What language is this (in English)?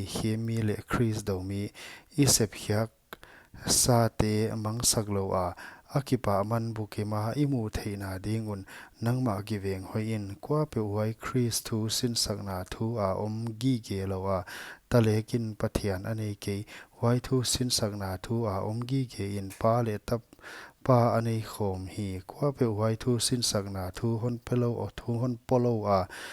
Paite Chin